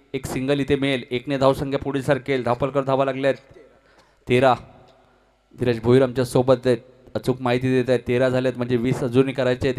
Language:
Marathi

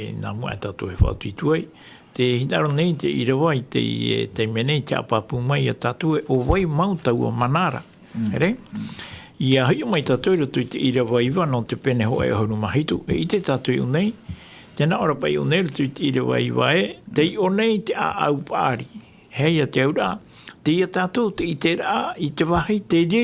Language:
Tahitian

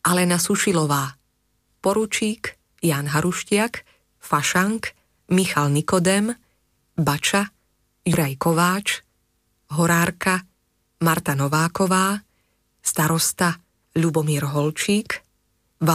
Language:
Slovak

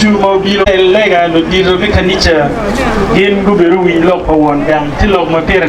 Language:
Acoli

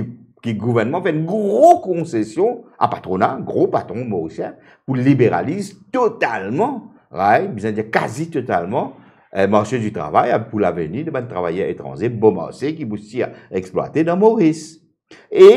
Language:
Morisyen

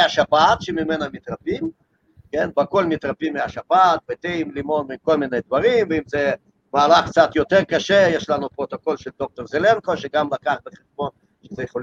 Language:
Hebrew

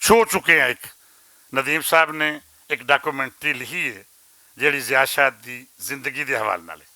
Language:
Western Panjabi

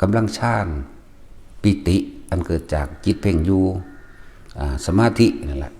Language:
Lao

